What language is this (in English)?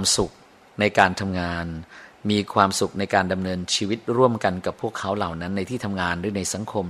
Thai